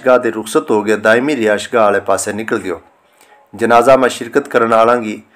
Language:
Gujari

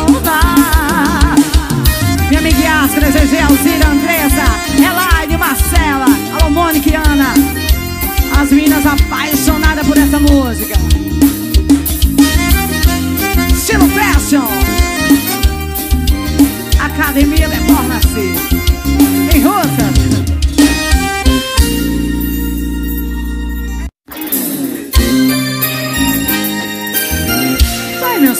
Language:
Portuguese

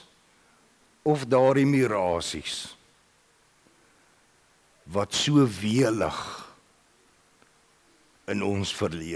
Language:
Afrikaans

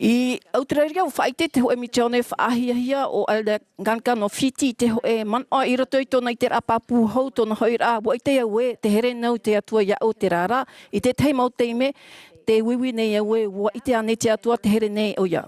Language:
Tahitian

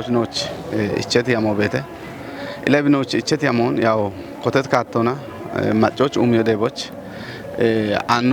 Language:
Kafa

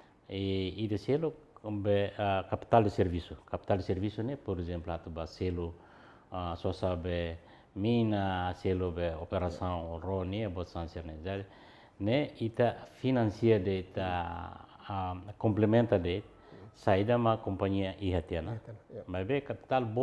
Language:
Tetum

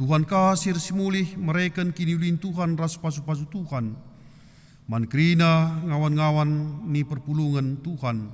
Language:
Batak Karo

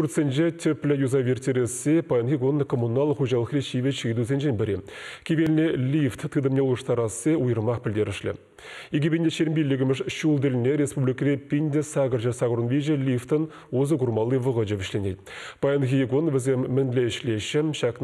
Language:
Chuvash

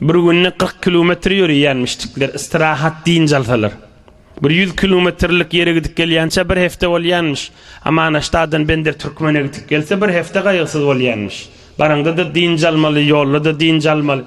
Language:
Turkmen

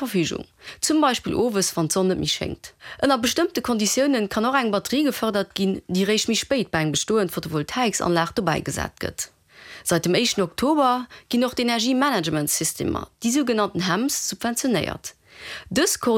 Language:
Luxembourgish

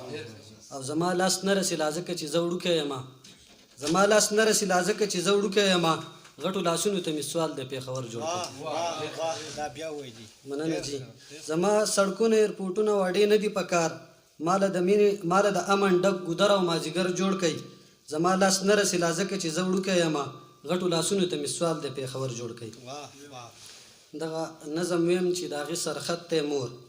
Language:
Pashto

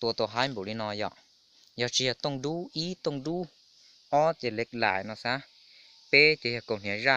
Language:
Hmong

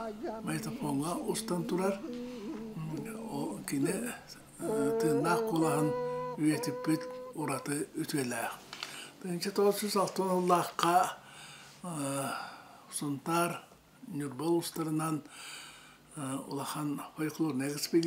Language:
Yakut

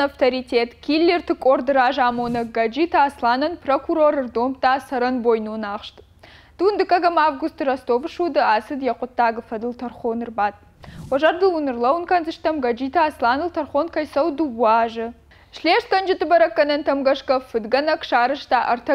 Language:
Ossetic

